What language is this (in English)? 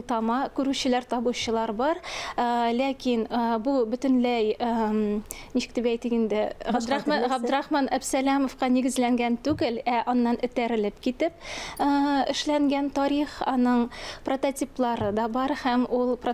Tatar